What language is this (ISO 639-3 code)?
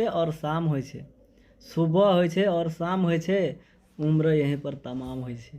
mai